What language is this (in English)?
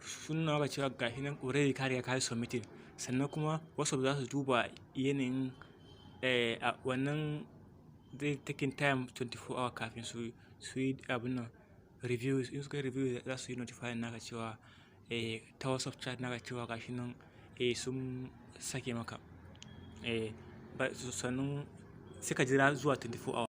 Hausa